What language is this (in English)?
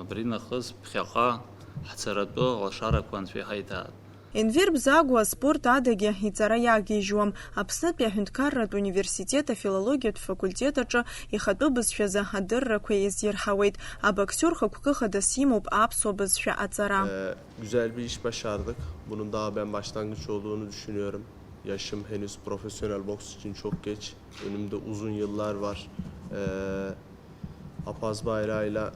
Abkhazian